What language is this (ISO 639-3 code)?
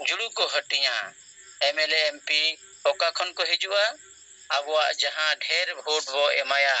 sat